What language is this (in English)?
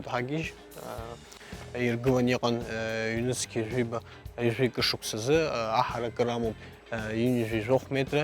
Abkhazian